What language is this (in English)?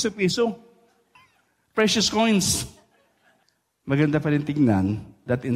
Filipino